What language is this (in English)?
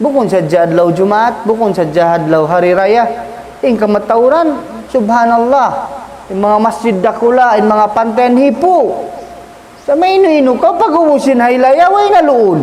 Tausug